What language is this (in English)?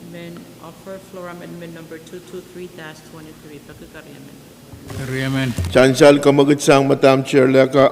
Pohnpeian